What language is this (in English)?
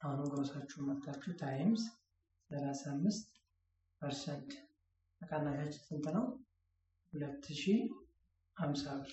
Amharic